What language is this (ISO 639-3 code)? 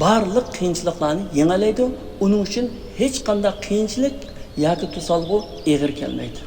uig